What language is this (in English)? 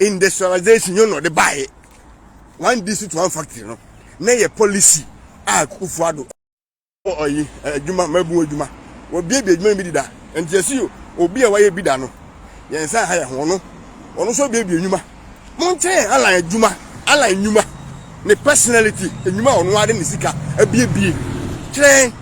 Akan